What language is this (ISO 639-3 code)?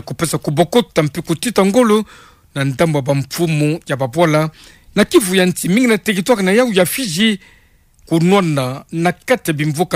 ktu